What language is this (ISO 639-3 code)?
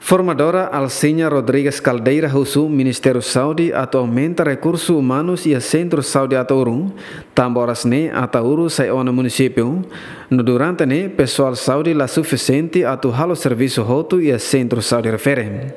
tet